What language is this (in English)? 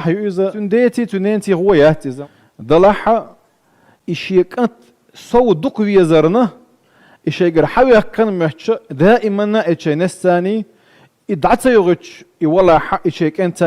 Chechen